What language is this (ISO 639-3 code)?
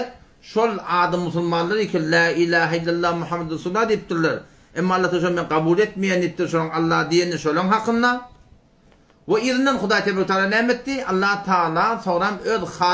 tuk